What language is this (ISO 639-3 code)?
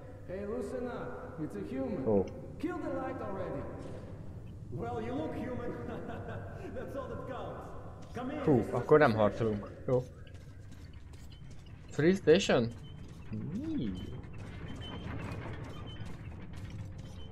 hun